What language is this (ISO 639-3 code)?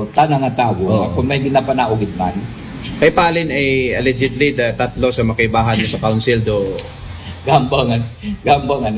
akl